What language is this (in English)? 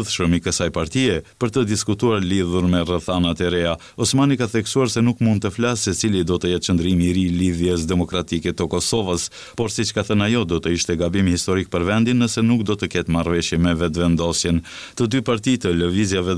Albanian